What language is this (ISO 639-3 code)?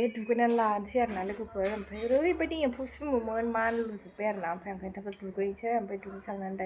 brx